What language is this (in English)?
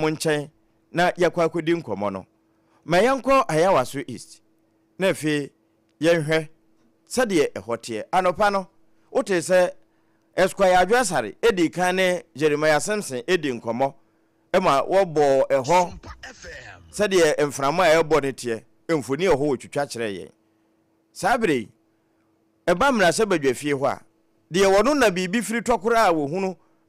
Akan